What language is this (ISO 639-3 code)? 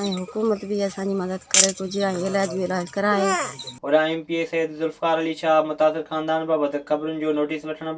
snd